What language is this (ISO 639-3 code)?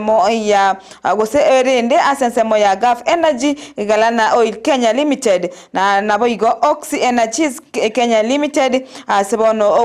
guz